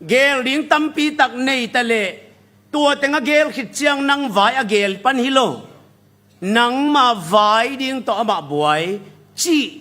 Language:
Tedim Chin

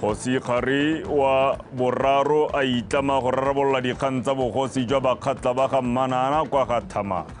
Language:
Tswana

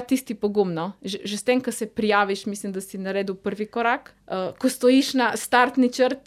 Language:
Slovenian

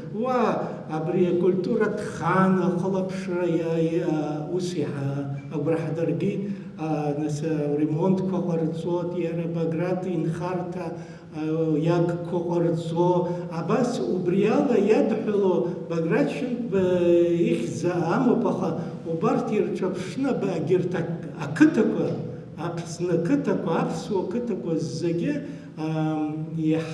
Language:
Abkhazian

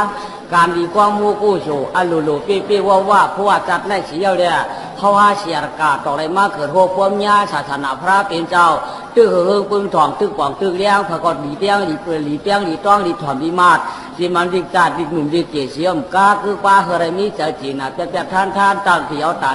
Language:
Shan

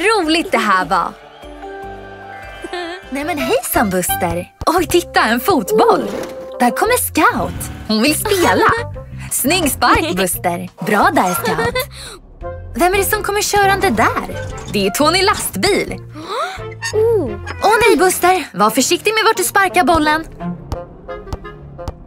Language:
Swedish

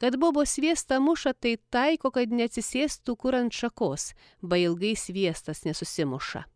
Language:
Lithuanian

